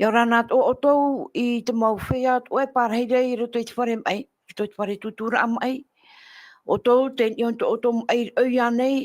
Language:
Tahitian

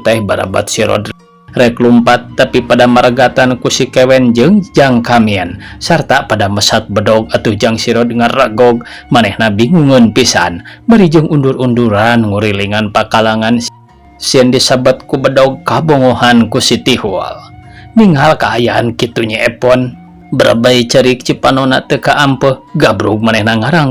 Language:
Sundanese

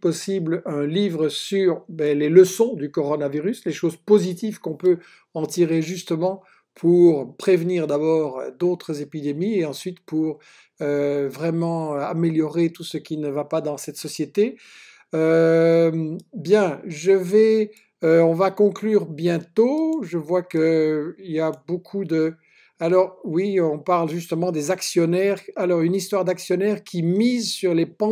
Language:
French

